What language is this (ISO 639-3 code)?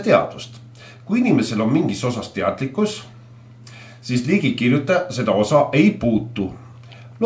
est